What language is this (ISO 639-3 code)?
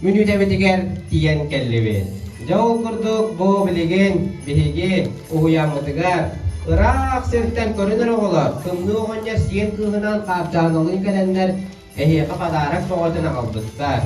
sah